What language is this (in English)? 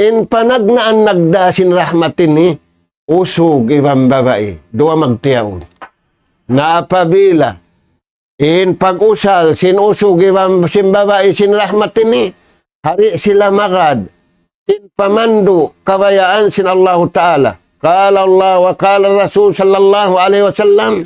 Tausug